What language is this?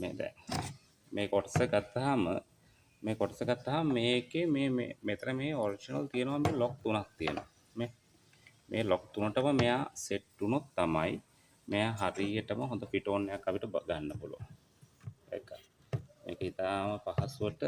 Sinhala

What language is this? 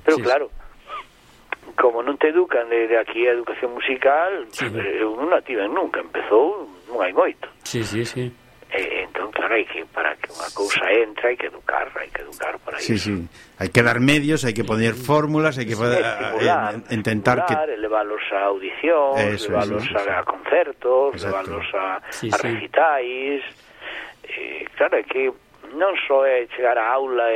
Galician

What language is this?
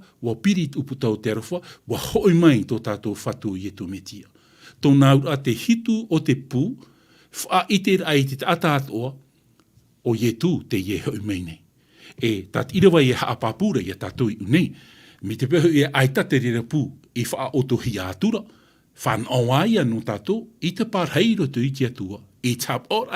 Tahitian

